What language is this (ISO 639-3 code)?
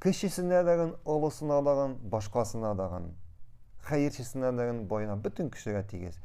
tat